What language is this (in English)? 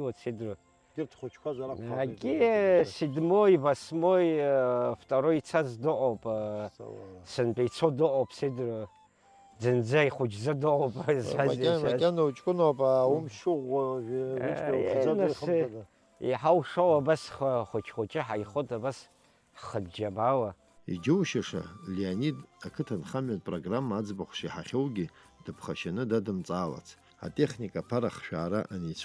Abkhazian